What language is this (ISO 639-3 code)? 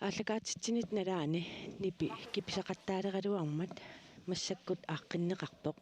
kal